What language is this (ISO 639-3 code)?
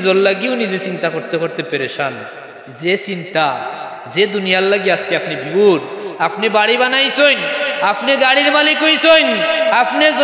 syl